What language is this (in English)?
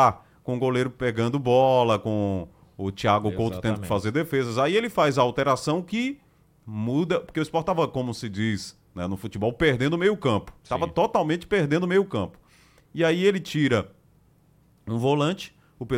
Portuguese